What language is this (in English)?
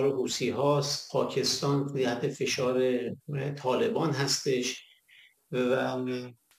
Persian